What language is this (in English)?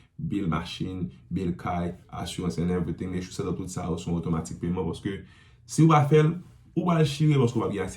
Haitian Creole